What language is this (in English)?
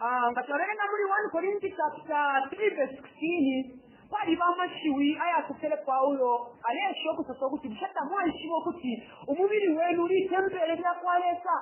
Bemba